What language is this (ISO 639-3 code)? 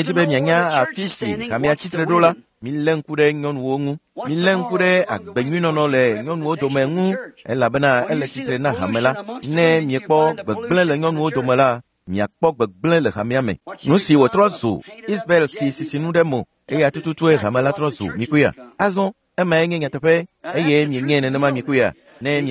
ewe